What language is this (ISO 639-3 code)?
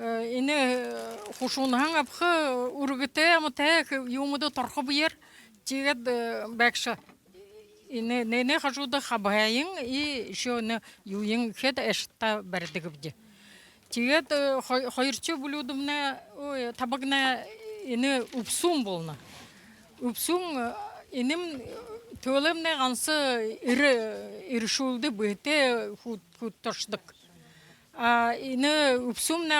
bua